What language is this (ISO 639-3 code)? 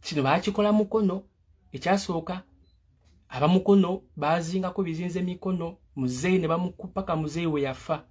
lug